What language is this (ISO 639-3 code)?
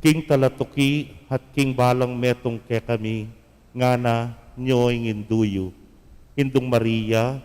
pam